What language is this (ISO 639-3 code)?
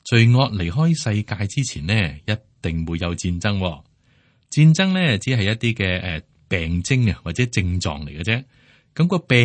yue